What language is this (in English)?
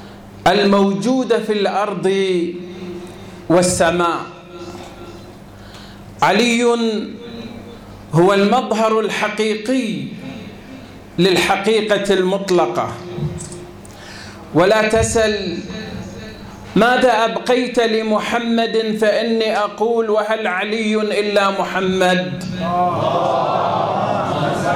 Arabic